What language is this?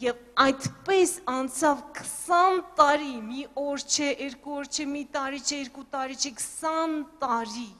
Armenian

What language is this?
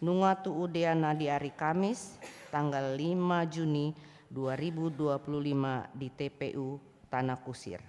Batak Toba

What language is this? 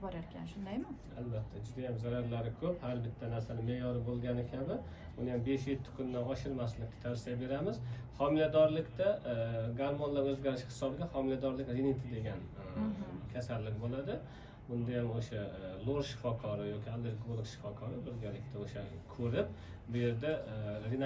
Uzbek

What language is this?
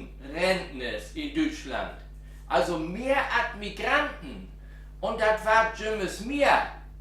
Low German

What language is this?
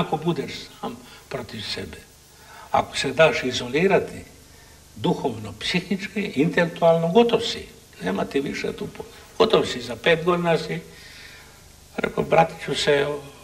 Croatian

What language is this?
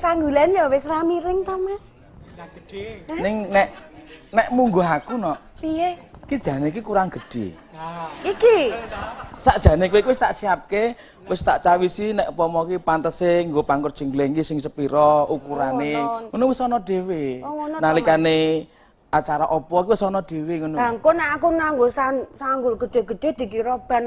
Javanese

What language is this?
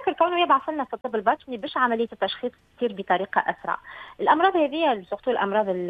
Tunisian Arabic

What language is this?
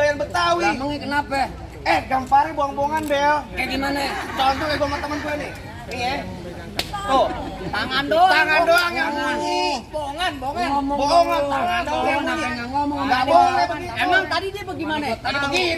Betawi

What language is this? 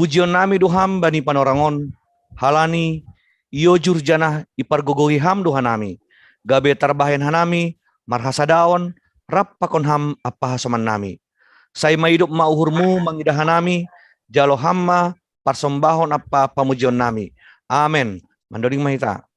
Batak Simalungun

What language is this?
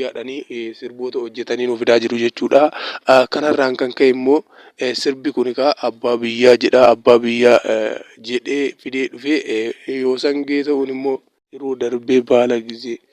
Oromo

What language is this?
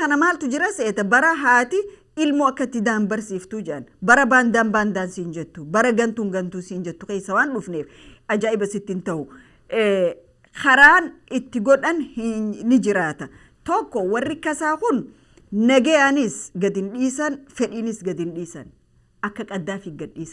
Oromo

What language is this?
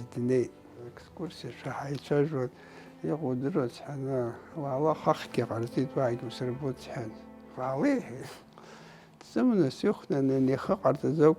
Abkhazian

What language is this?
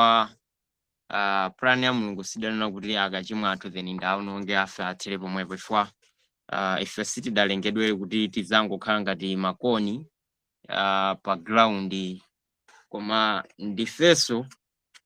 Nyanja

